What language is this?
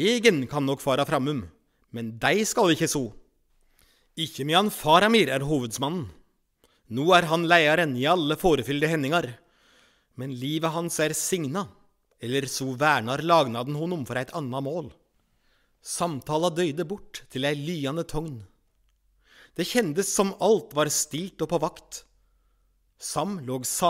Norwegian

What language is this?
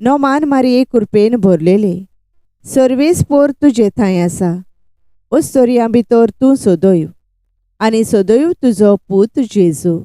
Konkani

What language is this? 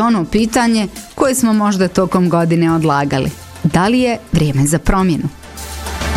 Bosnian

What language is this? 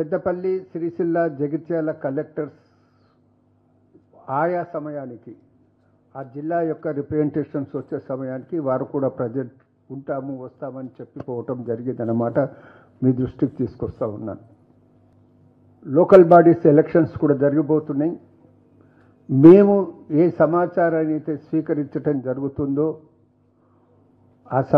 Telugu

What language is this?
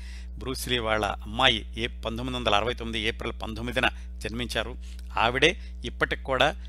Telugu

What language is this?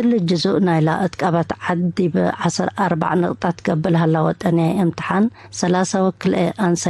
Tigre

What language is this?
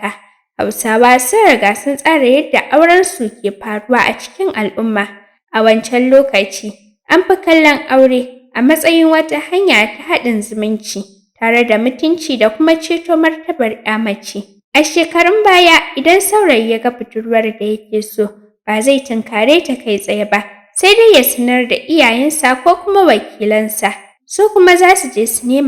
Hausa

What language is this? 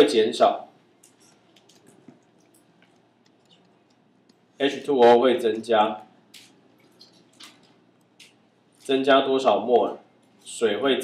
Chinese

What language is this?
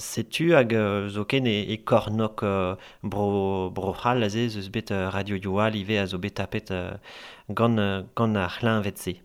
Breton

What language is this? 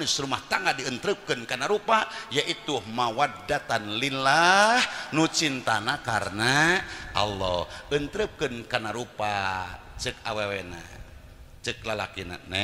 Sundanese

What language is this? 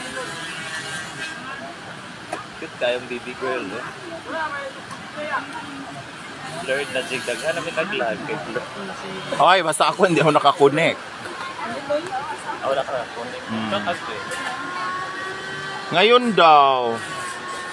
Filipino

